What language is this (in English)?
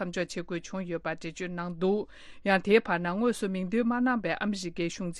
Tibetan